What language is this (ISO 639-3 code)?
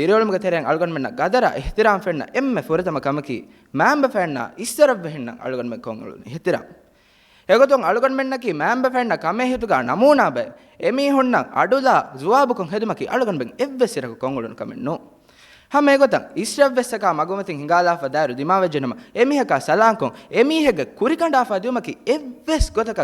div